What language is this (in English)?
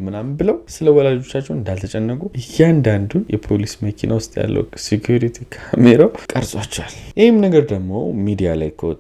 Amharic